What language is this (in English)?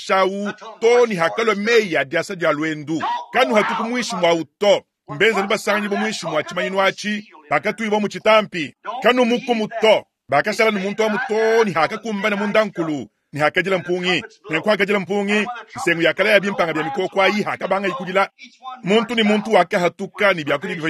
Luba-Lulua